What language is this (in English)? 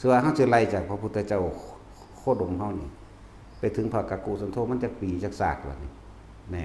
Northeastern Thai